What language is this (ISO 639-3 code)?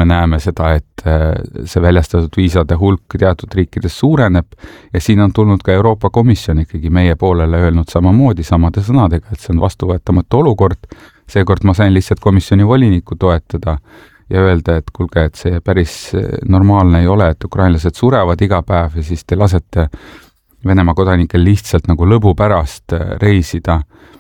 est